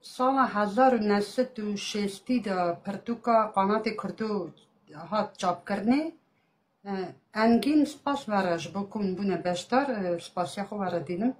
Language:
Kurdish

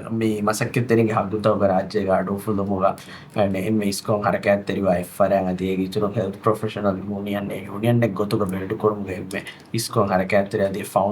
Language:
Divehi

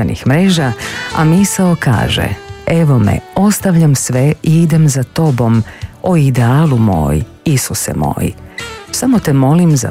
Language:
Croatian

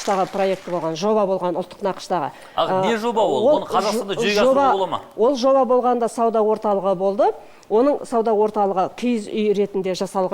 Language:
Kazakh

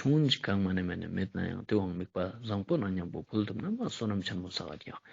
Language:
Ladakhi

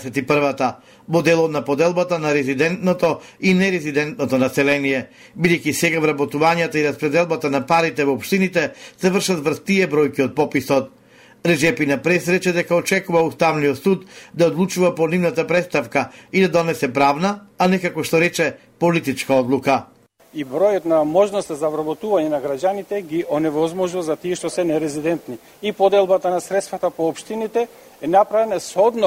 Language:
Macedonian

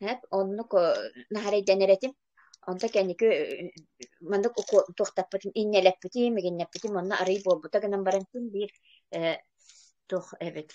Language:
Yakut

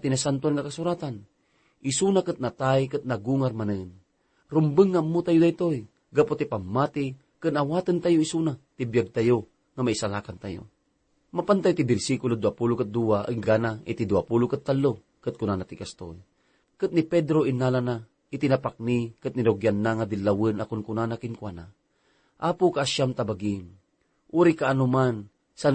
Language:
Iloko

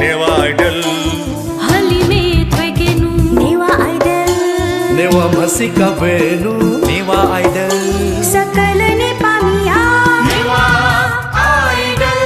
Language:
Newari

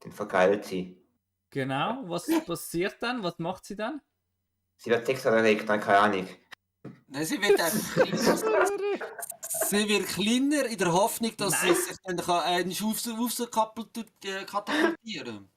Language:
Swiss German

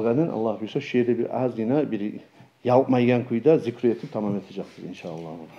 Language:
Kumyk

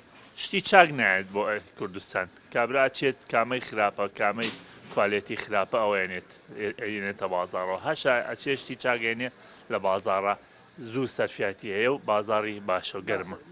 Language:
Central Kurdish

